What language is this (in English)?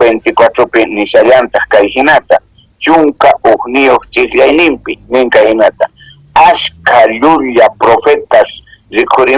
Quechua